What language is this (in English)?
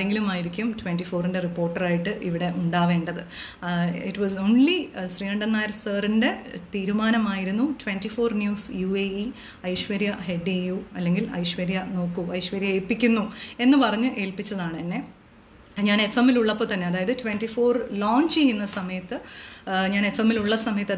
Malayalam